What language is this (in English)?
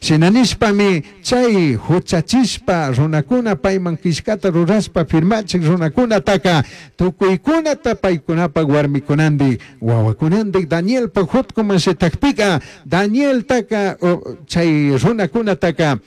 Chimborazo Highland Quichua